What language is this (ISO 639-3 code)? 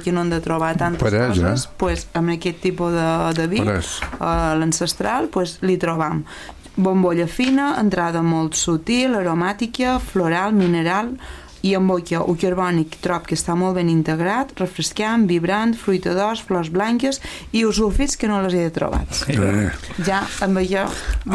cat